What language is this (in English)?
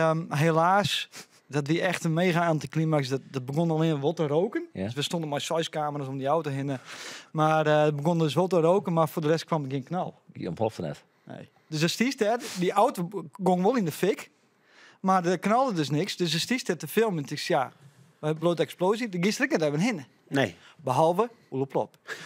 Western Frisian